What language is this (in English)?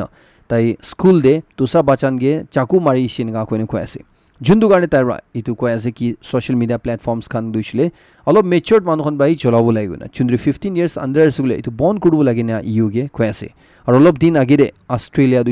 Naga Pidgin